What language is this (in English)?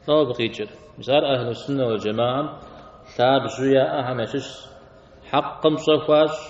Kabardian